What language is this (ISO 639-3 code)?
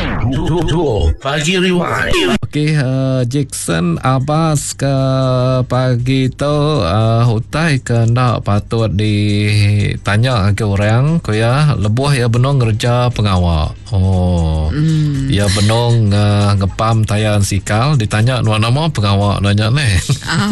iba